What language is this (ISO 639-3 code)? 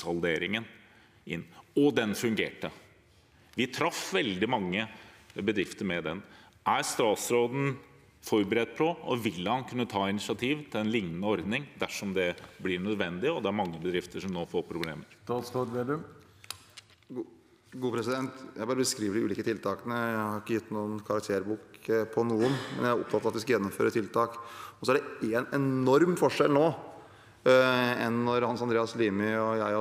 nor